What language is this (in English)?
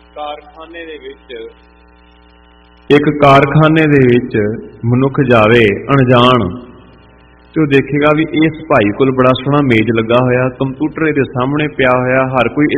Punjabi